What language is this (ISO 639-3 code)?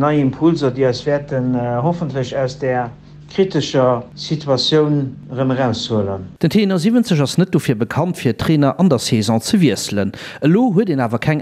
ltz